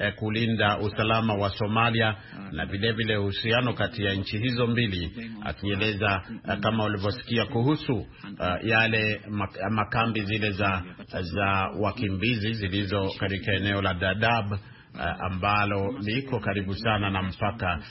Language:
Swahili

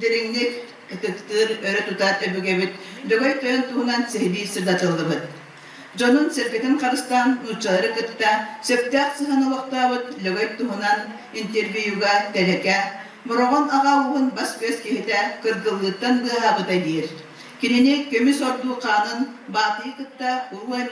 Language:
Yakut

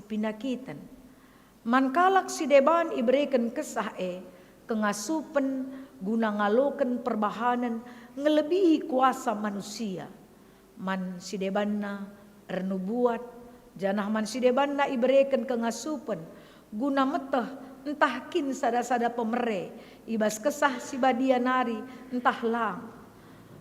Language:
Batak Karo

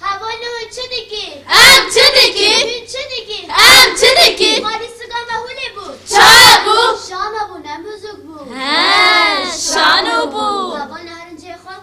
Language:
Kurdish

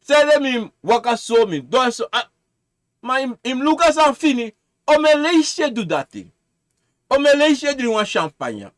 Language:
Sranan Tongo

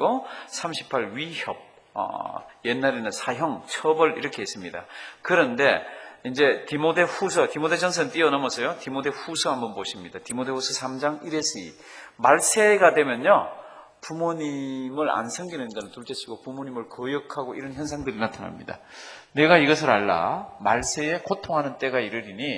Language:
Korean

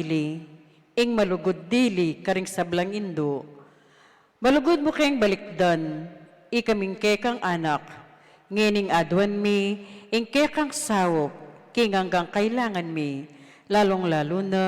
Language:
Pampanga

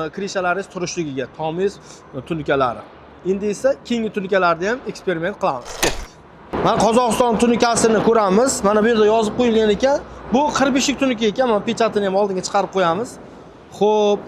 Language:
Uzbek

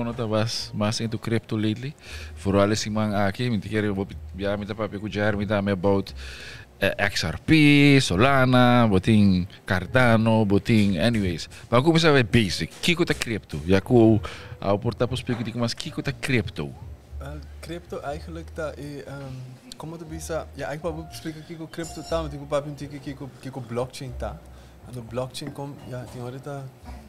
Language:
Papiamento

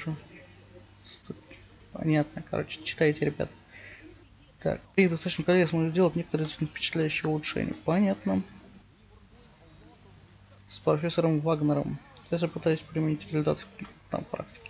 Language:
Russian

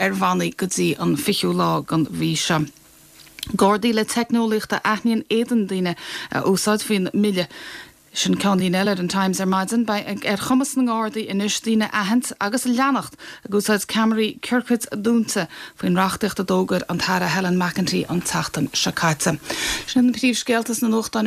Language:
Irish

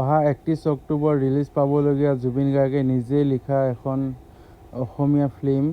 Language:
Assamese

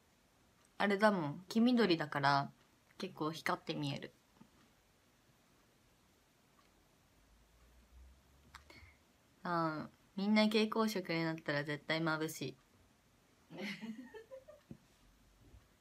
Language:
Japanese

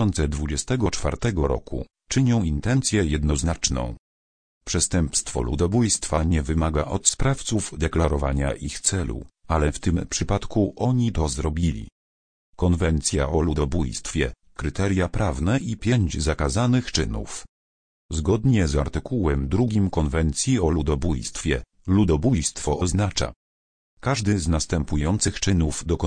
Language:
Polish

